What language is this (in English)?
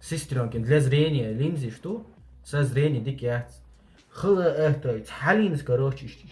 Chechen